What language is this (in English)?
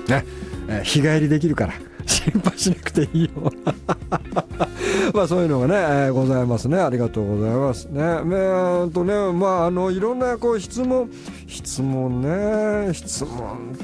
Japanese